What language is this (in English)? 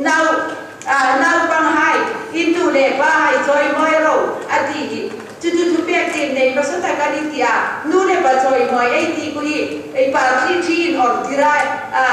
Hmar